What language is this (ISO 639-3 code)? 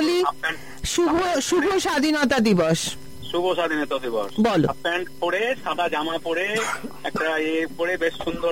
ben